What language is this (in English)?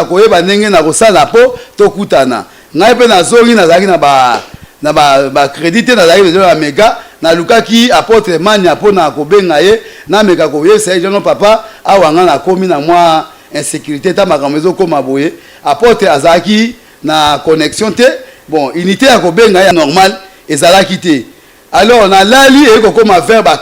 Lingala